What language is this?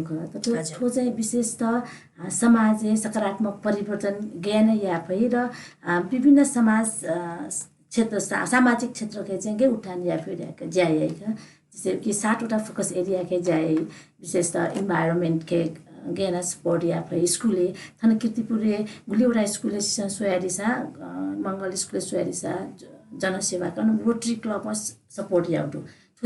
Newari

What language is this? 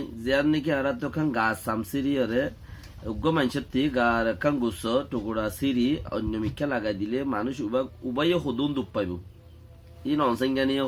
Rohingya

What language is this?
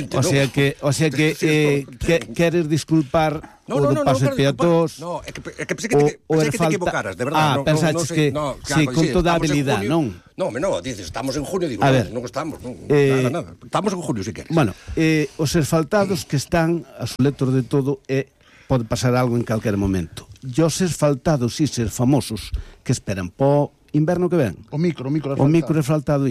Galician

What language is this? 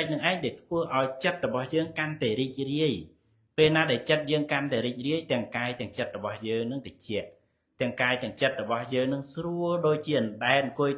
Khmer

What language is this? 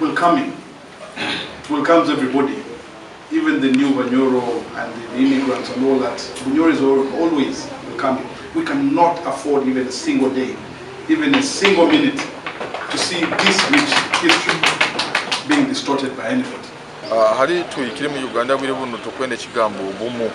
Nyankole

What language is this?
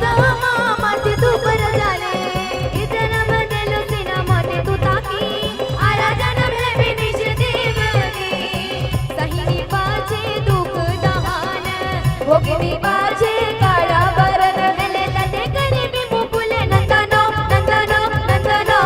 Chhattisgarhi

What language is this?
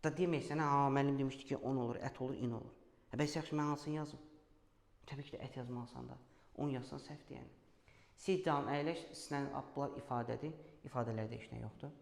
Azerbaijani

